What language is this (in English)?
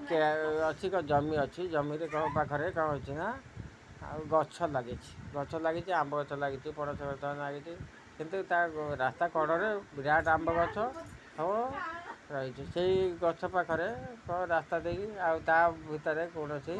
Odia